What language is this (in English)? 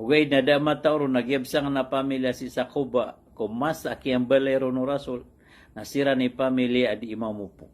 Maranao